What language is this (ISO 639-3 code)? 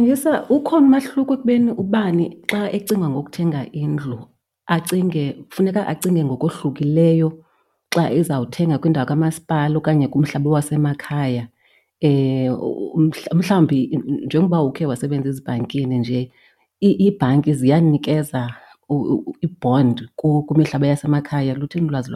xho